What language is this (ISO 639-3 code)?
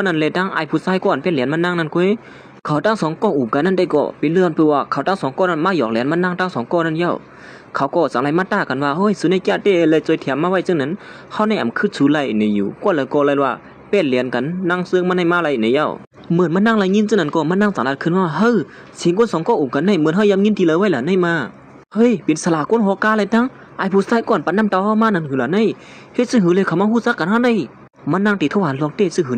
shn